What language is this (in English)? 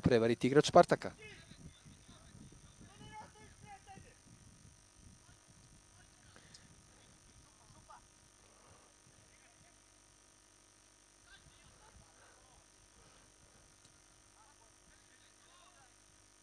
Serbian